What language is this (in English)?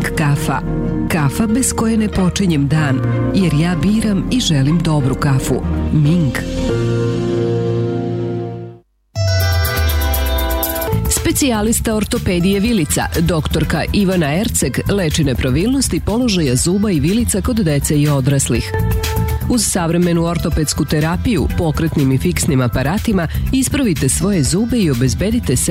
Serbian